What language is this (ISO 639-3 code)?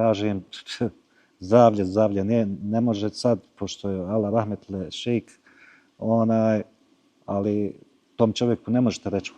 bos